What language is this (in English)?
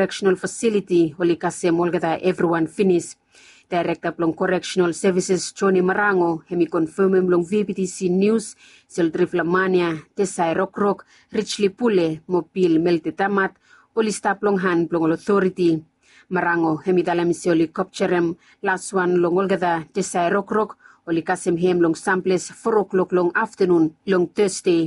Bislama